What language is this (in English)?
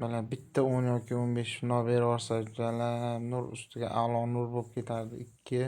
Uzbek